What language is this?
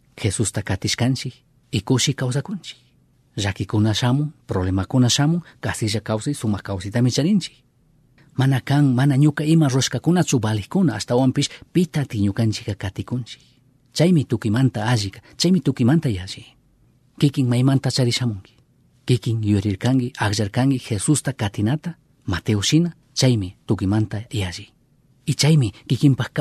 Chimborazo Highland Quichua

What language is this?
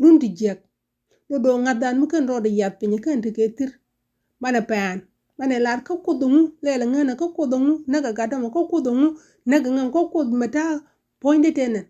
Nuer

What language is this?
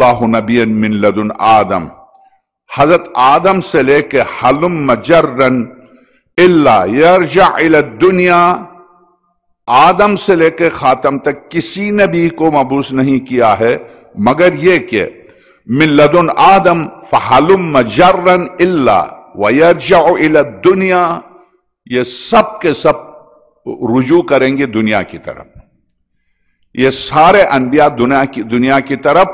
Urdu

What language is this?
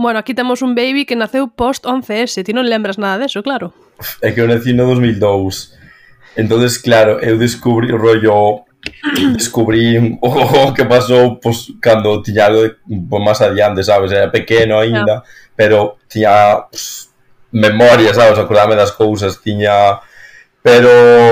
Galician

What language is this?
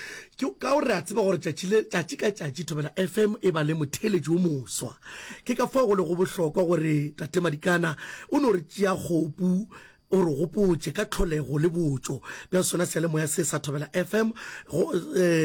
Northern Sotho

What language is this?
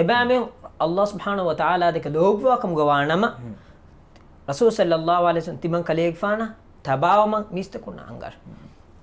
Divehi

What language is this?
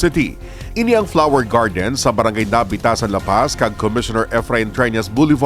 Hiligaynon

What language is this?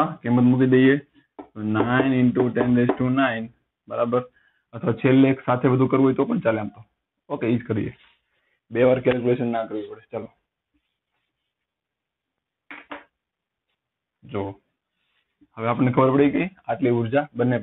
Gujarati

